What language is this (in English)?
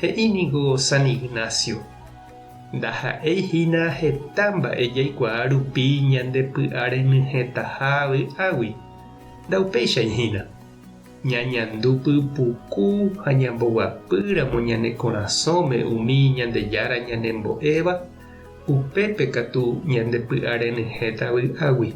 Guarani